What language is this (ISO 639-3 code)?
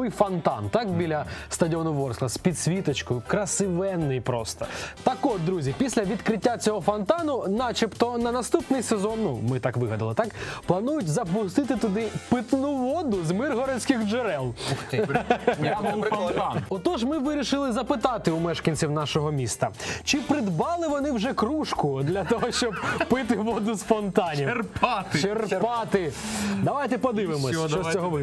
ukr